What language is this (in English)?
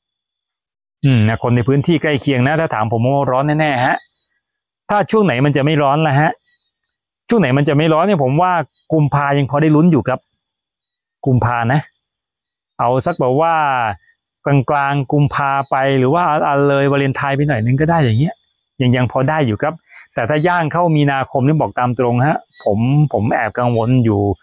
Thai